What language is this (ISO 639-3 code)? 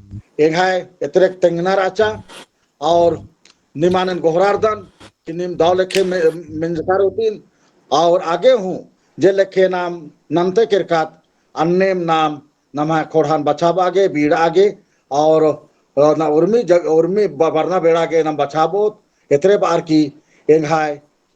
kru